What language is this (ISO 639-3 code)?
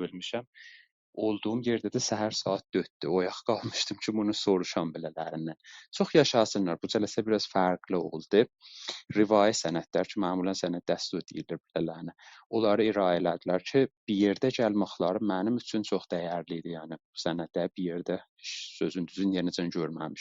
azb